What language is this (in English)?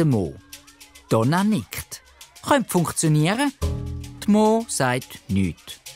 Swiss German